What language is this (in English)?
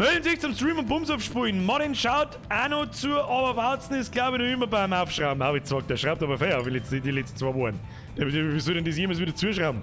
Bavarian